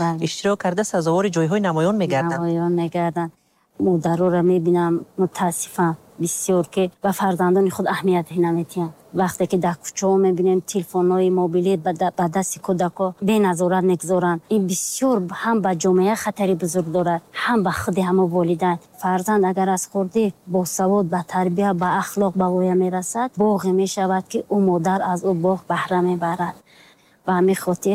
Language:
Tajik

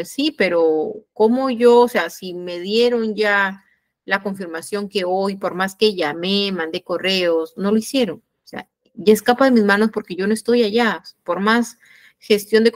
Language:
Spanish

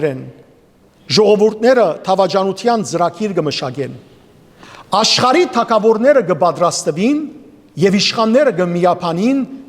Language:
Western Armenian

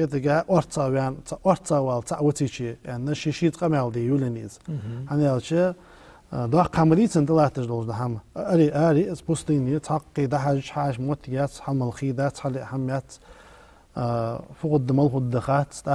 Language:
Ingush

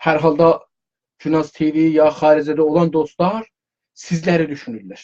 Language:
South Azerbaijani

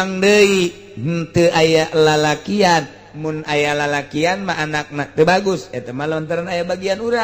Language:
Sundanese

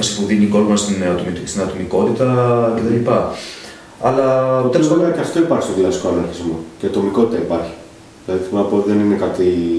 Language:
Greek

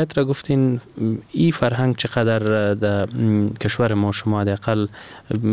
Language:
Persian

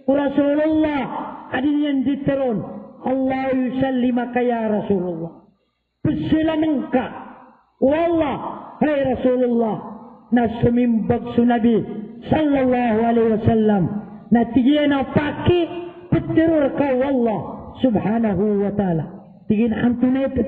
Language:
Maranao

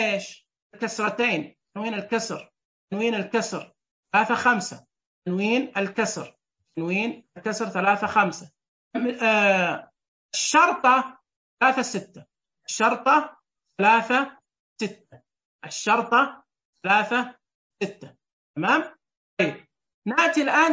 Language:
Najdi Arabic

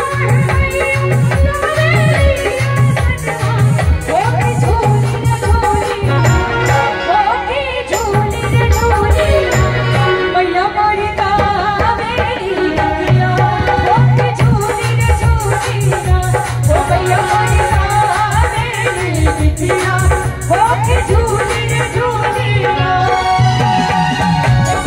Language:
Bhojpuri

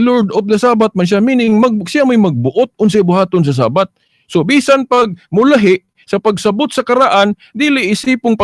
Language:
Cebuano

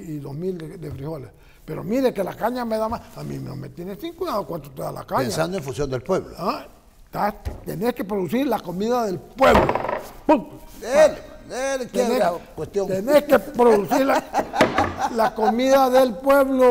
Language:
Spanish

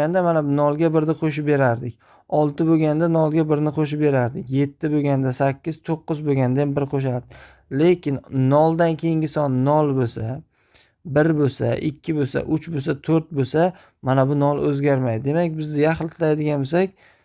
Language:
Uzbek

